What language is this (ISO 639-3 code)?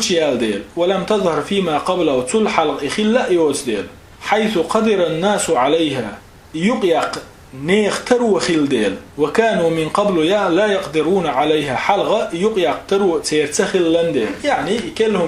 che